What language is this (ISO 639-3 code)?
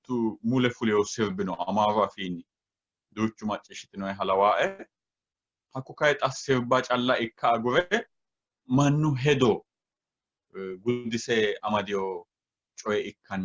sid